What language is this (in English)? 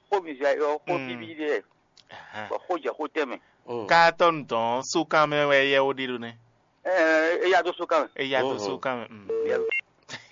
Fon